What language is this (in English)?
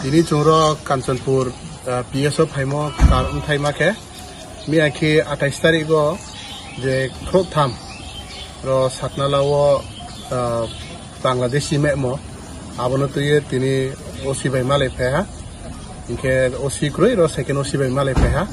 Riang (India)